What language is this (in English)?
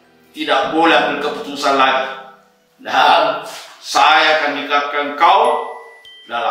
Makassar Malay